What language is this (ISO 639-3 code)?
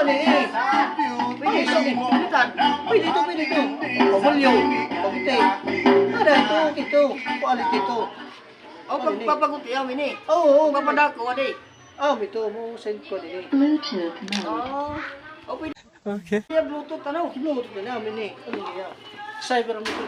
war